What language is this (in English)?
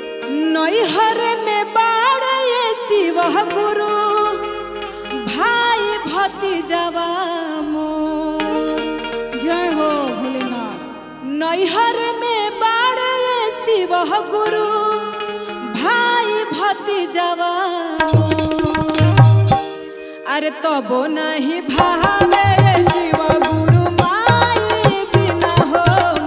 Bhojpuri